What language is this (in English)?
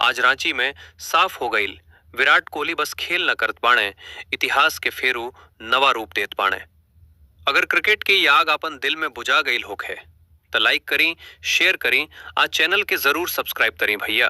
Bhojpuri